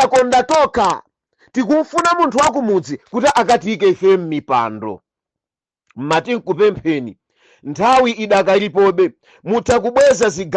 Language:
Nyanja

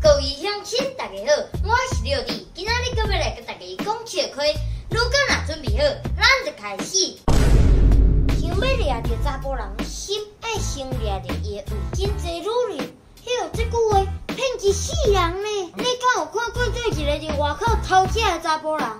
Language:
Min Nan Chinese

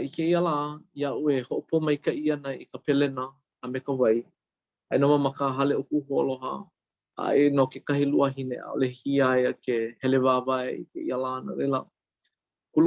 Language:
Hawaiian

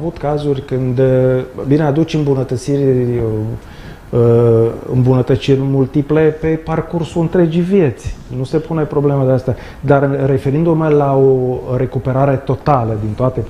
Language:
Romanian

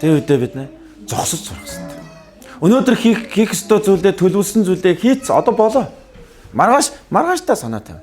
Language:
Mongolian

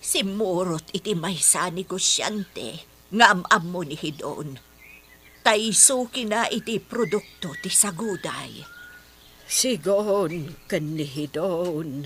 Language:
Iloko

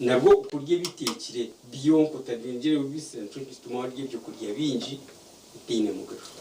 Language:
Nyankole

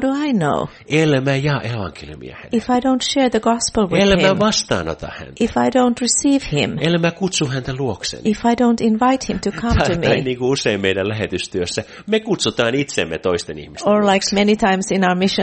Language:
Finnish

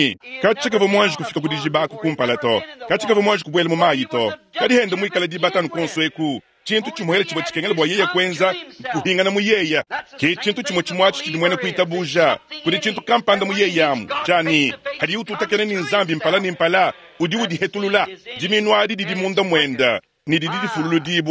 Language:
Luba-Lulua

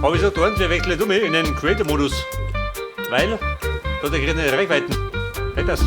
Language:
Bavarian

